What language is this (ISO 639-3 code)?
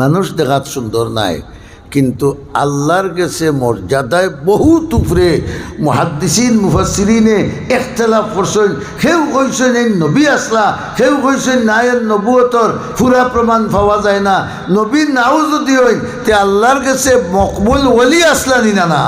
syl